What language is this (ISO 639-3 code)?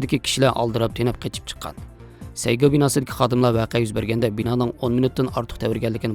uig